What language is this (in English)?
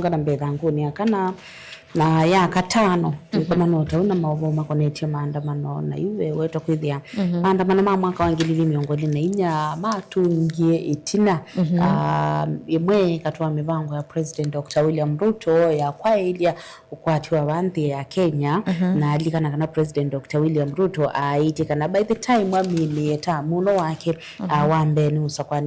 Kamba